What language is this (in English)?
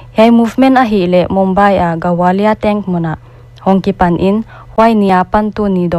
Paite Chin